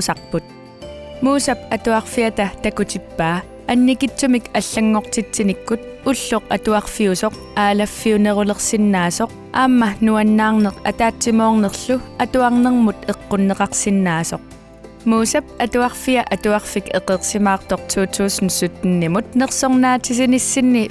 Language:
Kalaallisut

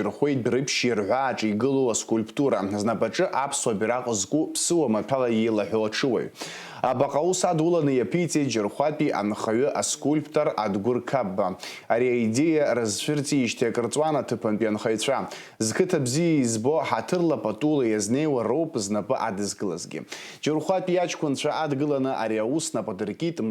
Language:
Abkhazian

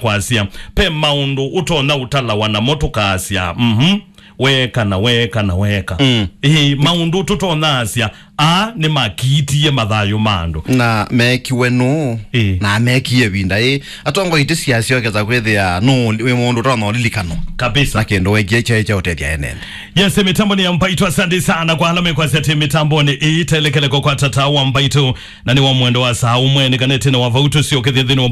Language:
Kamba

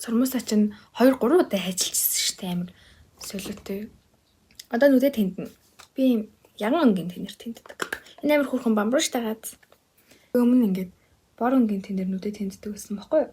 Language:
Mongolian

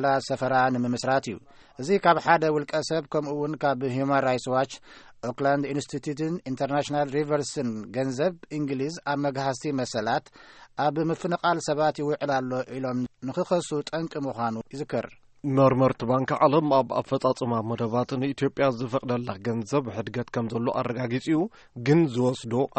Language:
Tigrinya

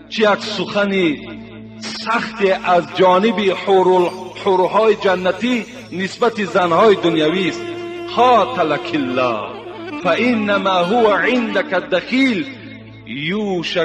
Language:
Tajik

